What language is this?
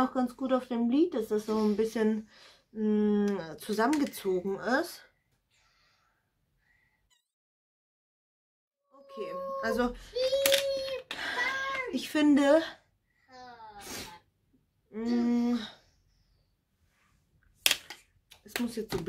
German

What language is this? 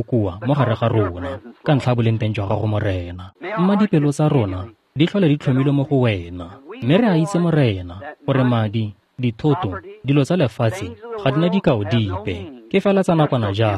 Tswana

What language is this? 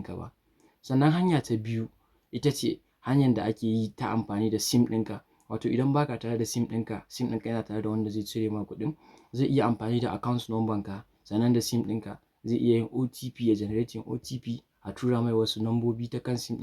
Hausa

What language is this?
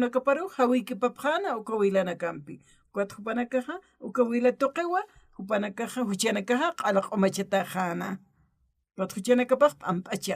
Aymara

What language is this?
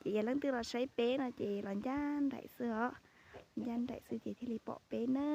Hmong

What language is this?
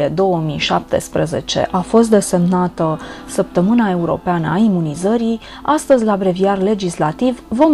Romanian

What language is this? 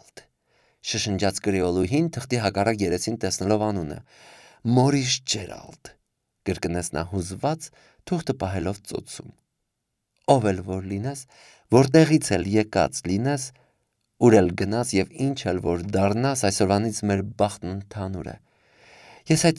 Armenian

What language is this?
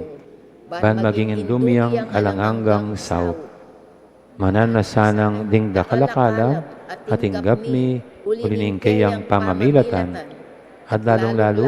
Pampanga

